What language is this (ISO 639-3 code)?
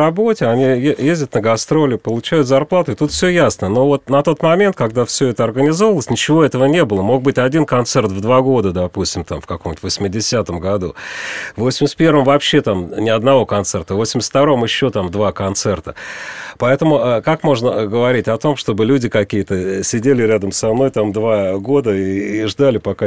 rus